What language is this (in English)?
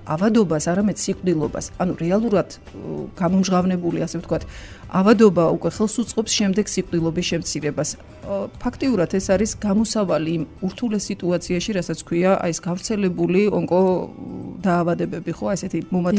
Georgian